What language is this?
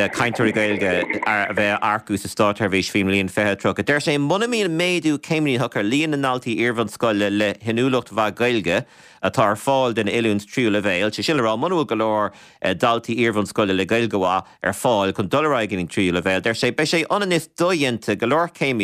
Irish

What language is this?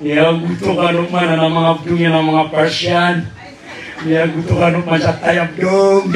Maranao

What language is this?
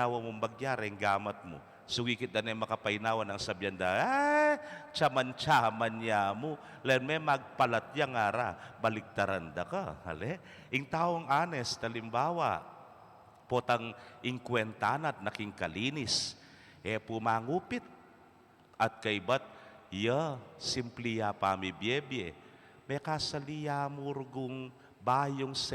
Pampanga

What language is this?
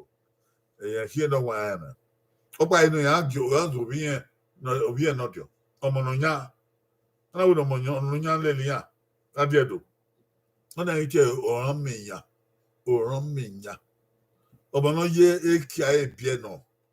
Bini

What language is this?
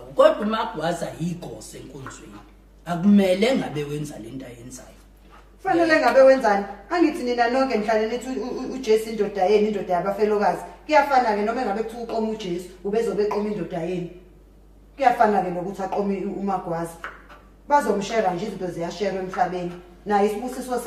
Zulu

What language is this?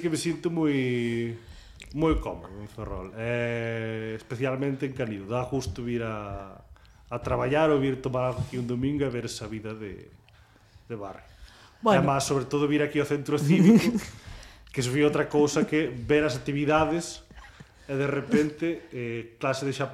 Galician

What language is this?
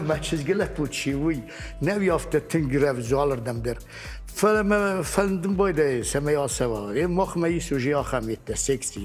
Ossetic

